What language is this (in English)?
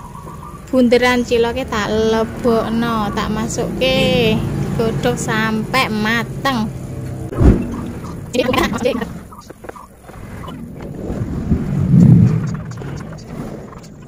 Javanese